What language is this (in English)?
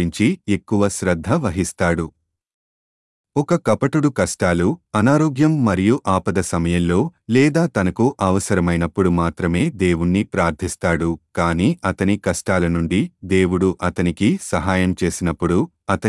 Telugu